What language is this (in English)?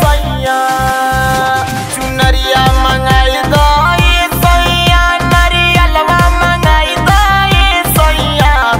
Bhojpuri